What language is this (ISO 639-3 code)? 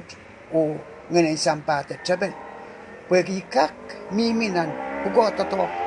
pon